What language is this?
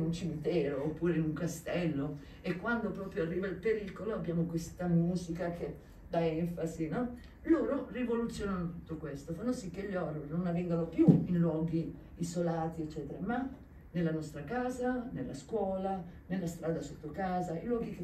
Italian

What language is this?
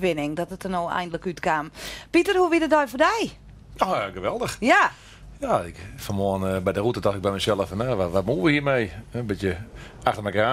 Western Frisian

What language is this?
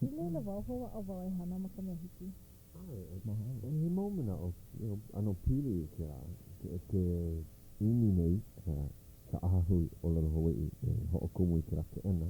Hawaiian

